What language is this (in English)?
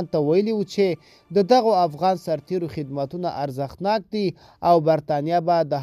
Pashto